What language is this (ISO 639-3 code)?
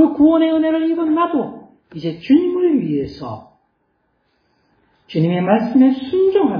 kor